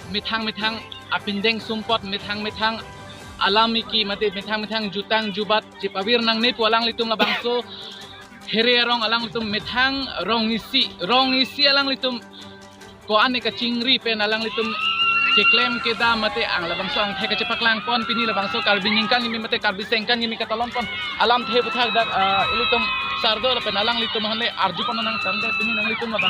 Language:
Karbi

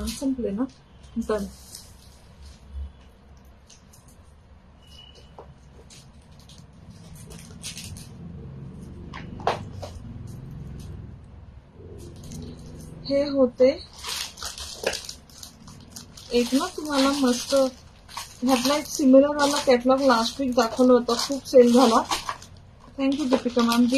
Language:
Marathi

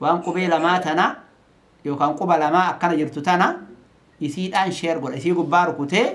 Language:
Oromo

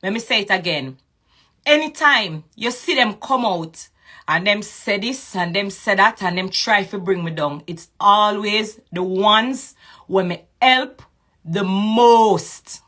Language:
Jamaican Creole English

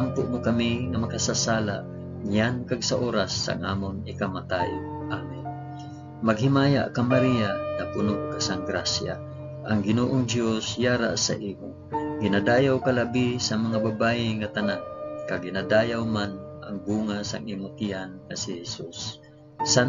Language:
Hiligaynon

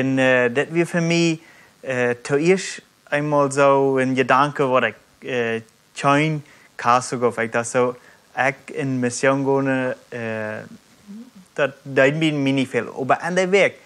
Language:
Plautdietsch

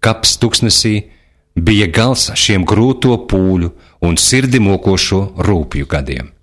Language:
Latvian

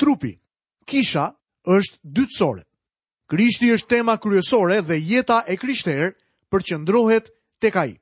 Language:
Albanian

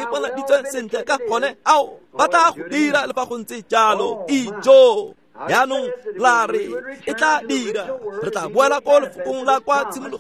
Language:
Tswana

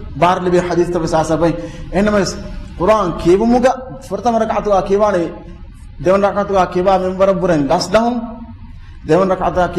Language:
Divehi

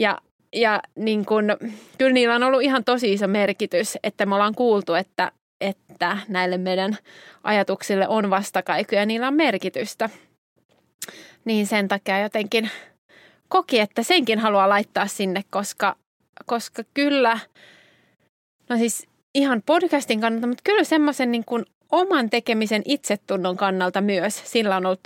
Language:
Finnish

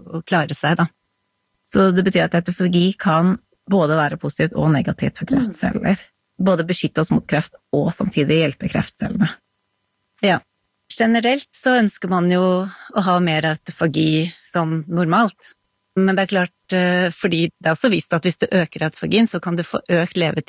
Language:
Norwegian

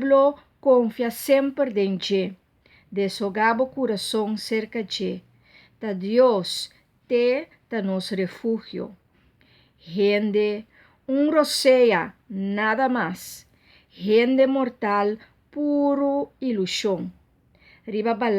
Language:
Papiamento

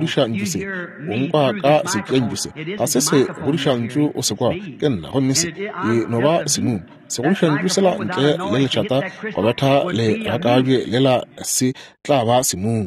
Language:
Northern Sotho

